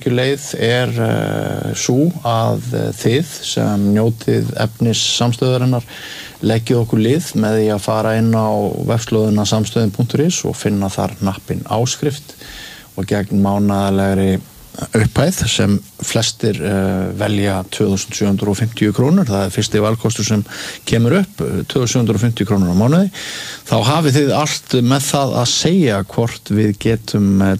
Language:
Icelandic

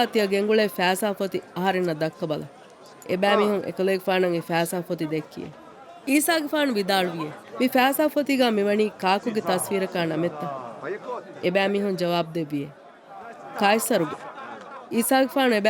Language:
Divehi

